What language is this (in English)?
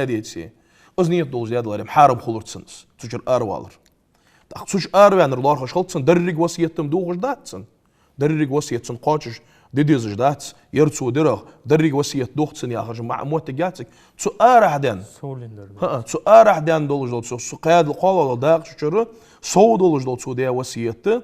Ingush